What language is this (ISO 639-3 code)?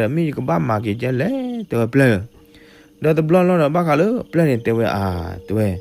ksw